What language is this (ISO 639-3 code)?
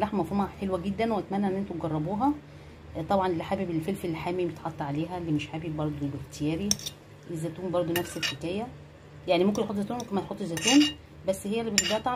arz